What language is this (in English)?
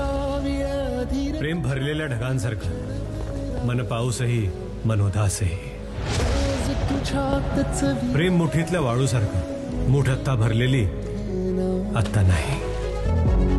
Marathi